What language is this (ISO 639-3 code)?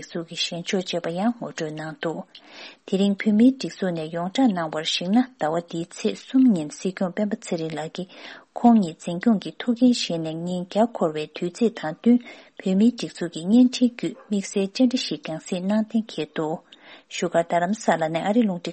bod